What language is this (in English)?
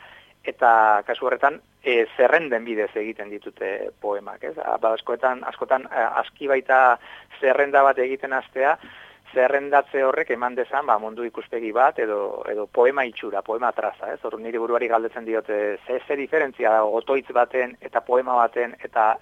Basque